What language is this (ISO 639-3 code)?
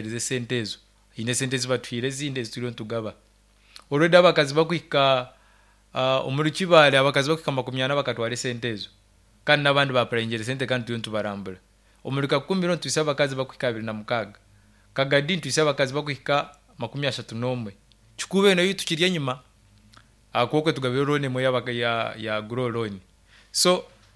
nyn